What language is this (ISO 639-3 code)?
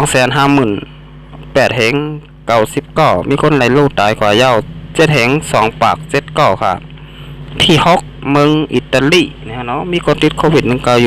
shn